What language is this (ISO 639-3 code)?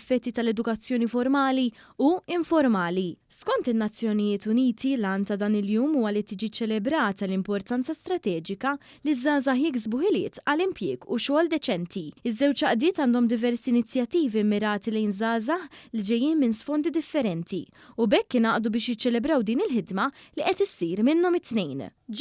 mlt